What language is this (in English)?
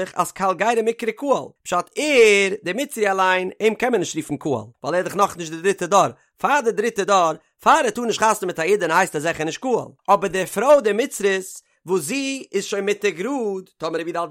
Yiddish